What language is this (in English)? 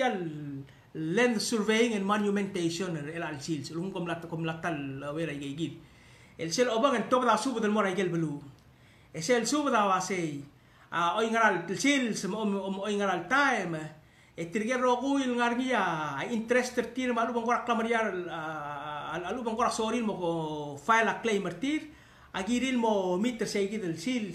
Palauan